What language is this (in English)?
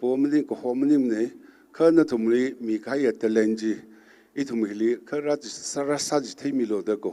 Tangkhul Naga (India)